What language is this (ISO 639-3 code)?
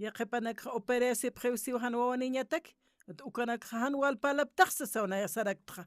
aym